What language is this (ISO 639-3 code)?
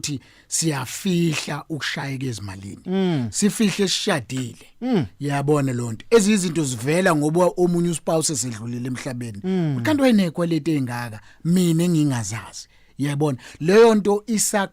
zul